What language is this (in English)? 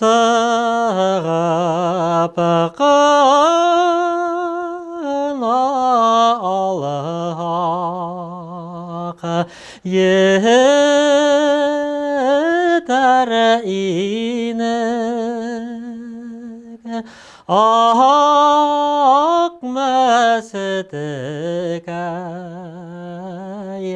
Bashkir